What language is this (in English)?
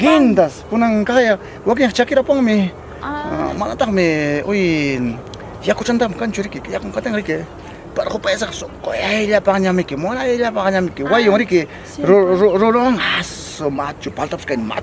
Ayacucho Quechua